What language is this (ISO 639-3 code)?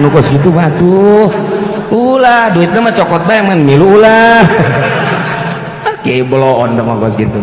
sun